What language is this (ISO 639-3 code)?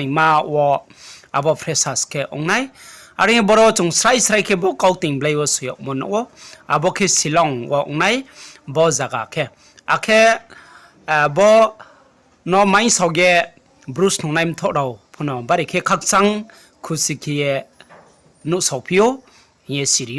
ria